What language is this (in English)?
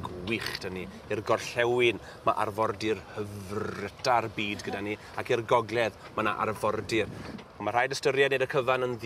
Welsh